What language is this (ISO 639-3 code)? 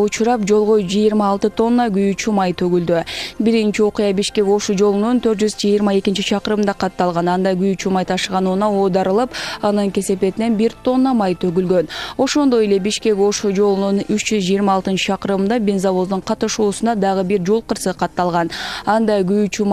kir